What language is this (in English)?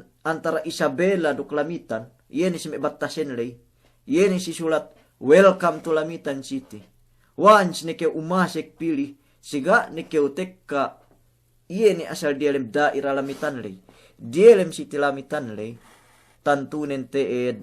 Yakan